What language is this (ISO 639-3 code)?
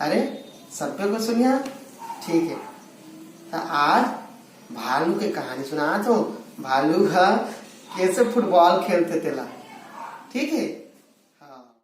hne